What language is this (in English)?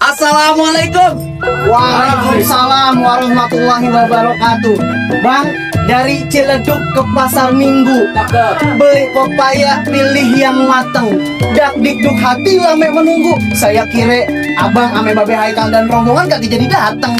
Betawi